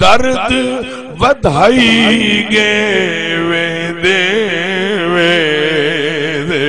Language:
Saraiki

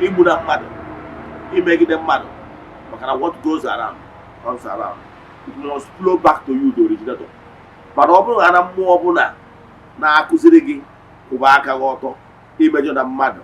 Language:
Igbo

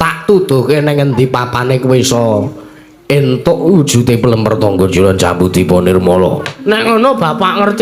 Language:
Javanese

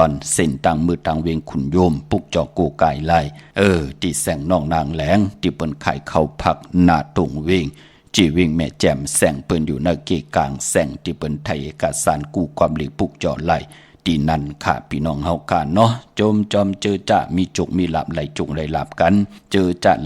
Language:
Shan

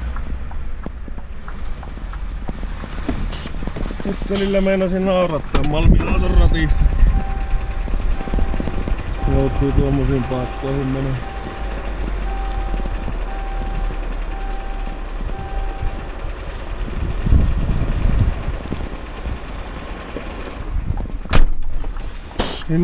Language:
Finnish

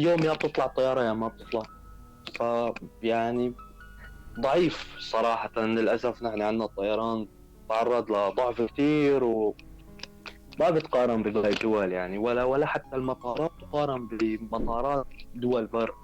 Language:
North Levantine Arabic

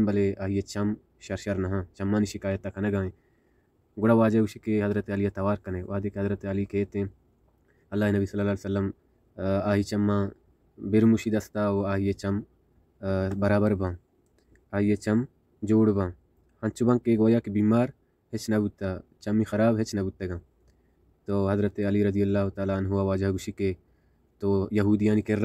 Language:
Baluchi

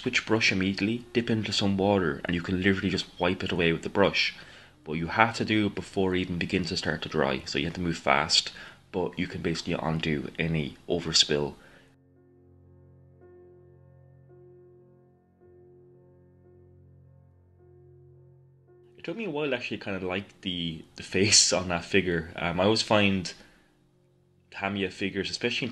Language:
English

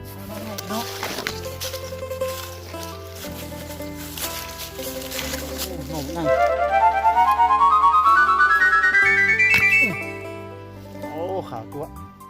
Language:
Lao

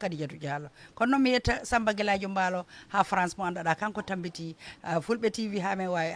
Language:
Fula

